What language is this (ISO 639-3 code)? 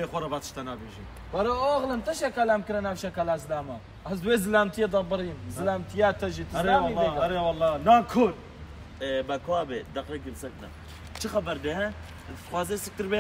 kur